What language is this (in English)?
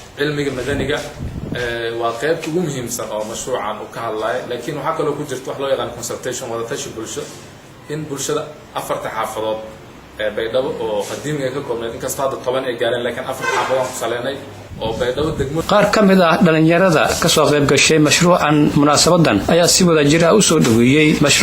Somali